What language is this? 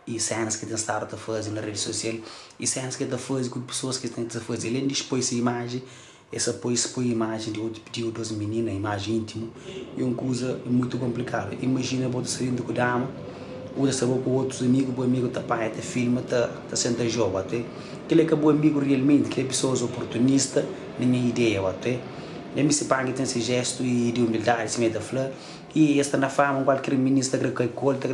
Kabuverdianu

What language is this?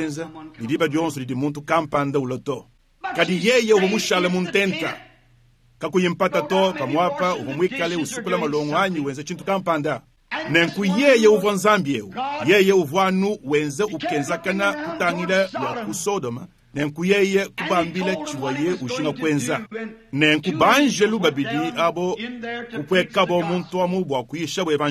Luba-Lulua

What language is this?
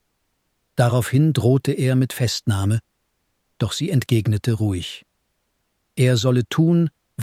German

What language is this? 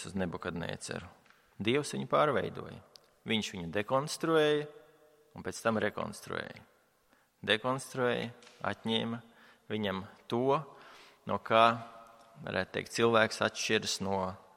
Latvian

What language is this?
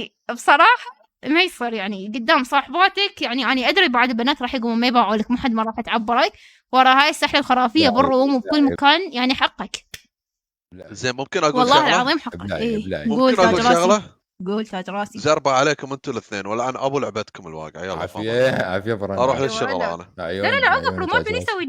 Mesopotamian Arabic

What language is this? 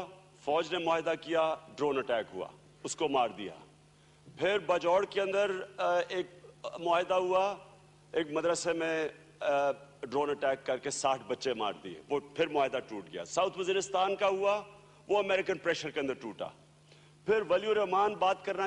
Urdu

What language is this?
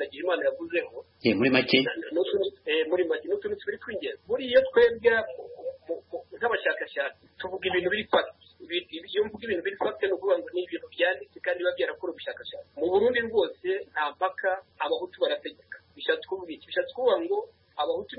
Kinyarwanda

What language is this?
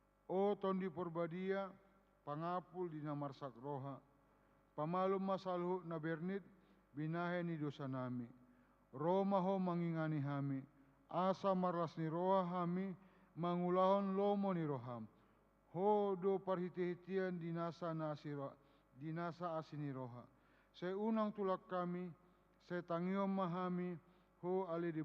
Batak Toba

